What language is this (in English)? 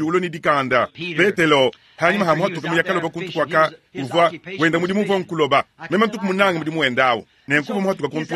Luba-Lulua